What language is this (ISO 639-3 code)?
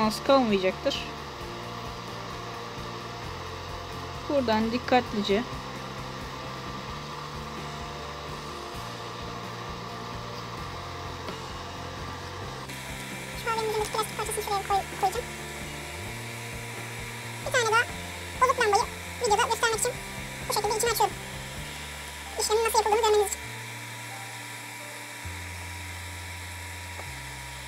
tur